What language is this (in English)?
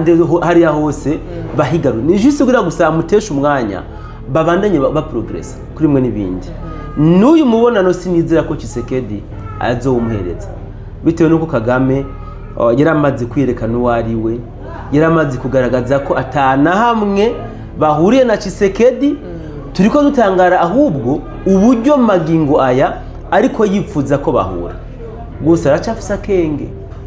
Rundi